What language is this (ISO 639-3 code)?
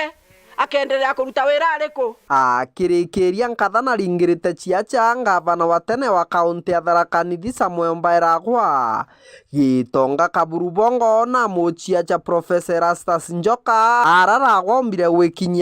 mer